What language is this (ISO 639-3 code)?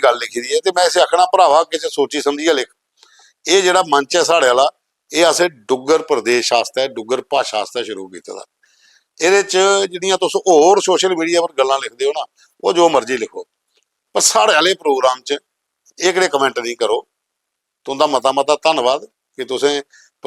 doi